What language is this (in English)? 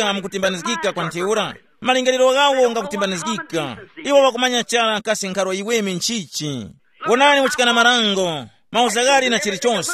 Tumbuka